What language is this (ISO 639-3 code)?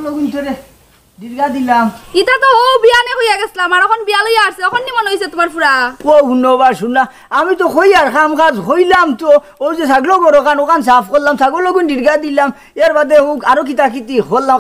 syl